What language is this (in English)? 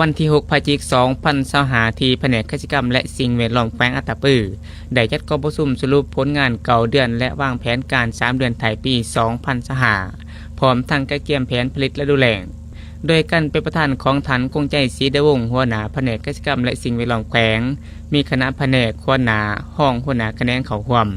Lao